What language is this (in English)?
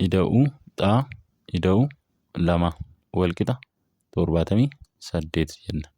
Oromo